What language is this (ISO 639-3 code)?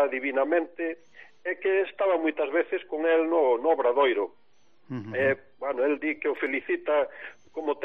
glg